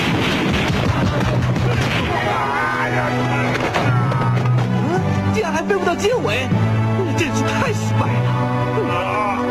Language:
Chinese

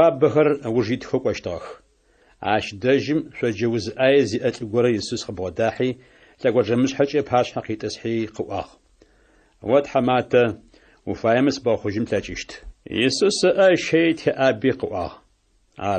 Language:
Adyghe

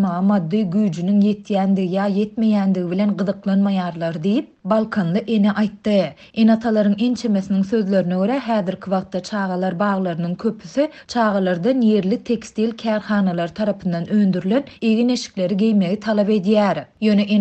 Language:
Turkmen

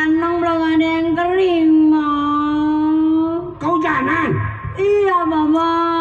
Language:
Betawi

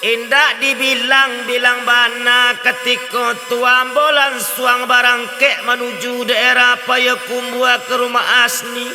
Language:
Minangkabau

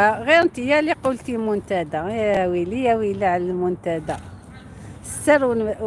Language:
Algerian Arabic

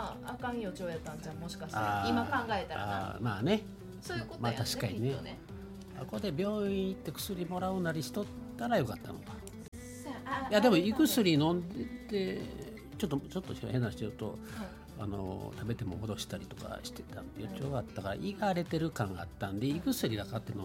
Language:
Japanese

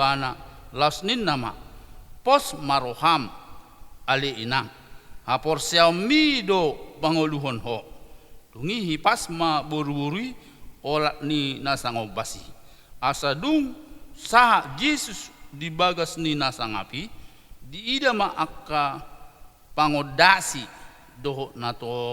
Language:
Batak Toba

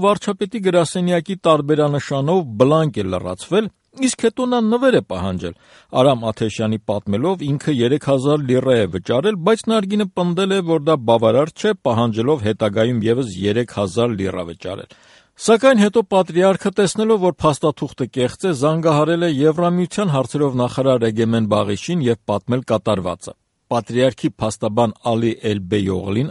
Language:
Armenian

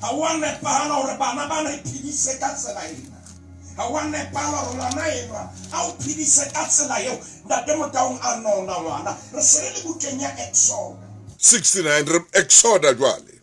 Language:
Southern Sotho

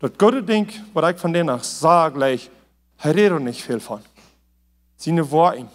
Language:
Plautdietsch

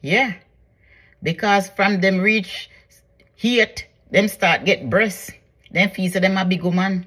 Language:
Jamaican Creole English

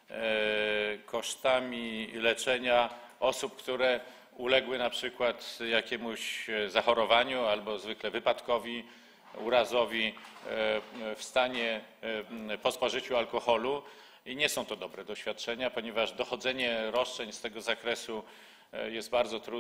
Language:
Polish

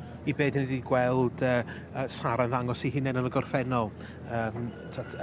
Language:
Welsh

